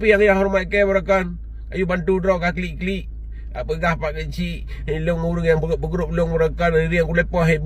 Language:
Achinese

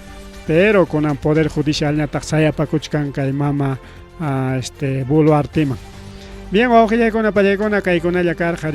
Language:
Ayacucho Quechua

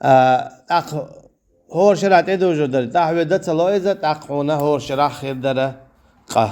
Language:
Chechen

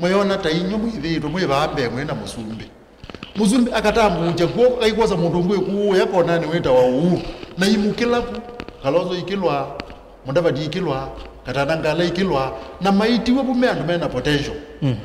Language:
Kamba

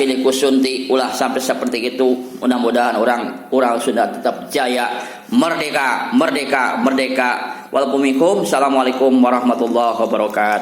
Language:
Sundanese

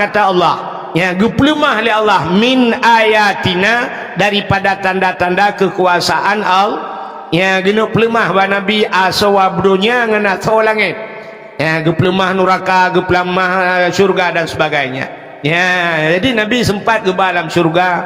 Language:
Achinese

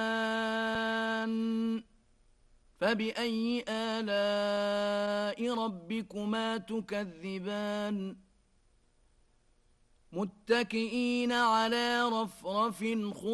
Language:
Arabic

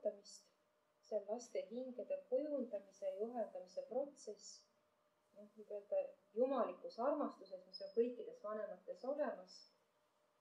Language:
Estonian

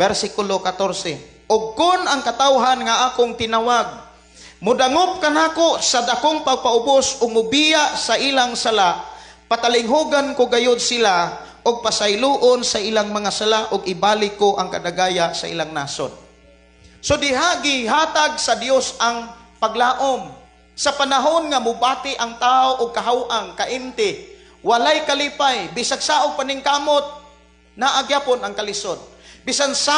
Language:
Cebuano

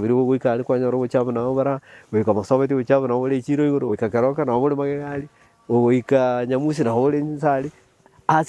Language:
Gusii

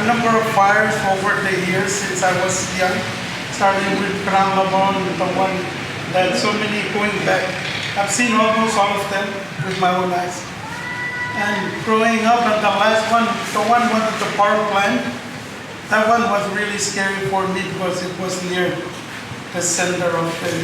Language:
Marshallese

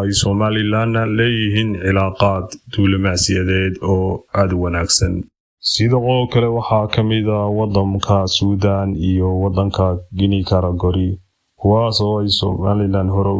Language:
Somali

